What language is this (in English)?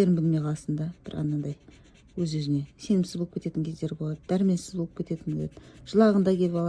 Kazakh